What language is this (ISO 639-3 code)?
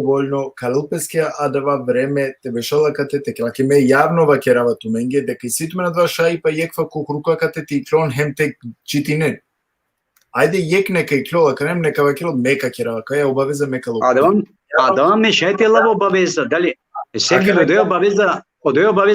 rmn